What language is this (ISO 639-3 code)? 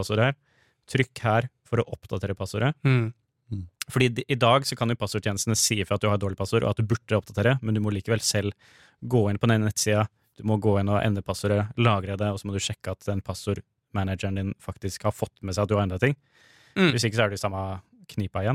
nor